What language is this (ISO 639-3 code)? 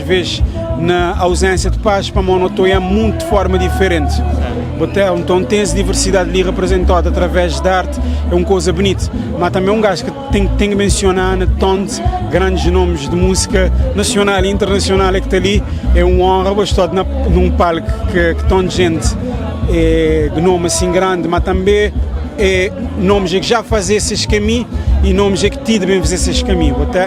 kea